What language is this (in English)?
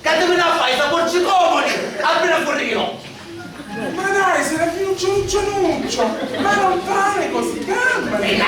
Sicilian